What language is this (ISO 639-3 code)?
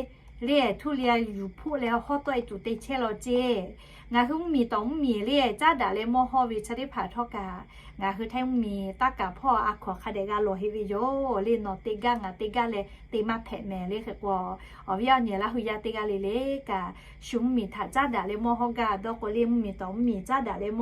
lhu